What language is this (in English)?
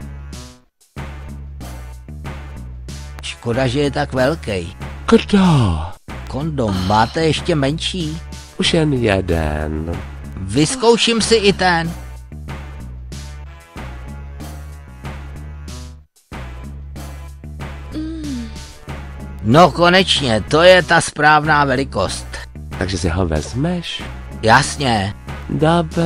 Czech